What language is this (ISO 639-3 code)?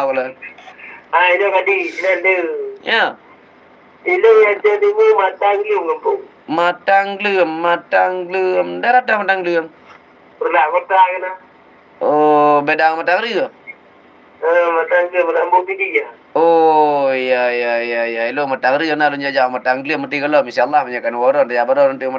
ace